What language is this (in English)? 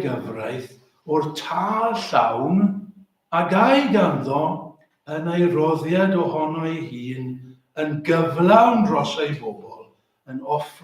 Welsh